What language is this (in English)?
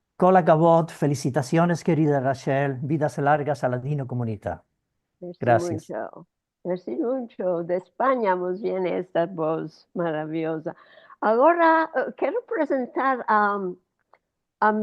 Ladino